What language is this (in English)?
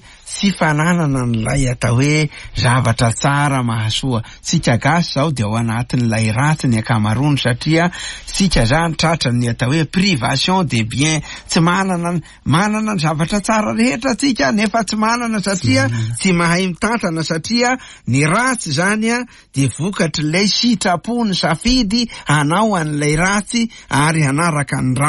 Malagasy